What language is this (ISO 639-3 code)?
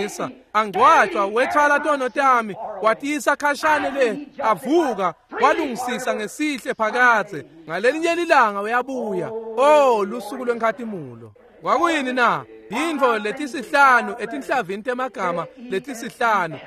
ssw